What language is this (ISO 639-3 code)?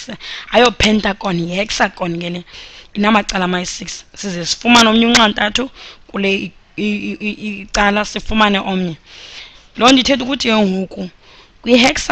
xho